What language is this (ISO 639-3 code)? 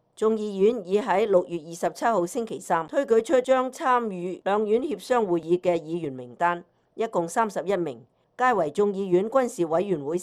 yue